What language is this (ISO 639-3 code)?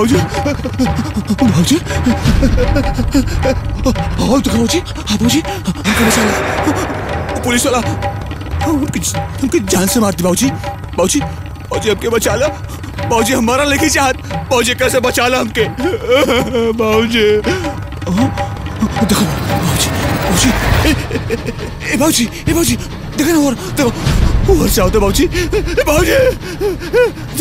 bho